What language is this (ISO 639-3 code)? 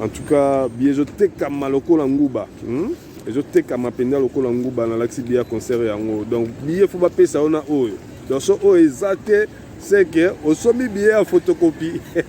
lin